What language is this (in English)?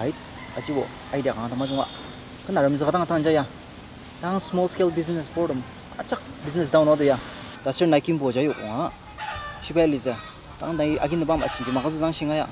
Ao Naga